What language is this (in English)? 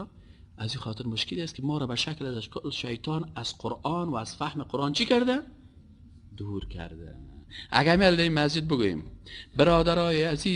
Persian